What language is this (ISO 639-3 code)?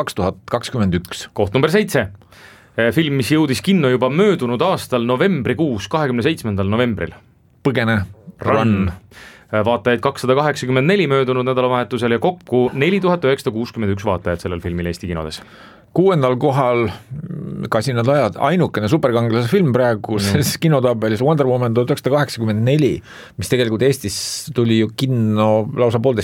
est